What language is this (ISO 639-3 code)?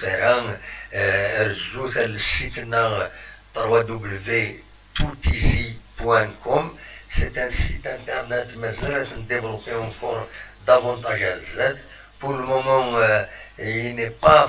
kab